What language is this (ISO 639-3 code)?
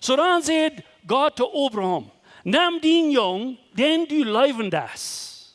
pdt